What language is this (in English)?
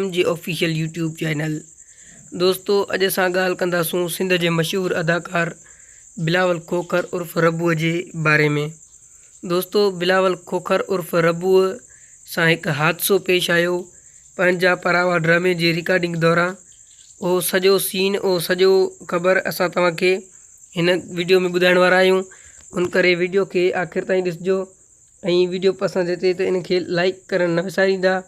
Sindhi